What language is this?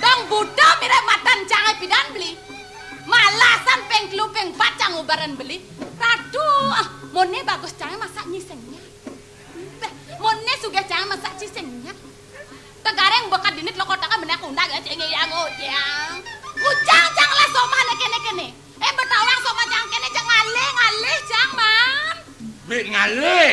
Balinese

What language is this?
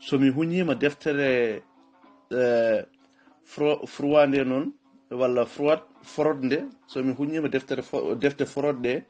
Fula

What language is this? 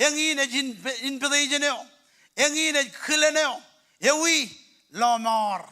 Marshallese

